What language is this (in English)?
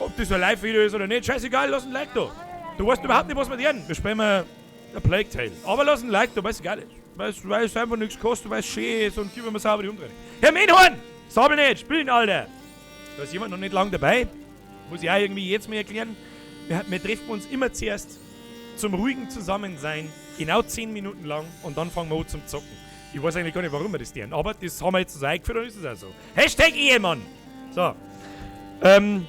Bavarian